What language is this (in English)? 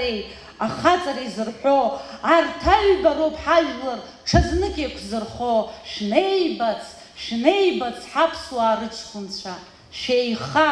Abkhazian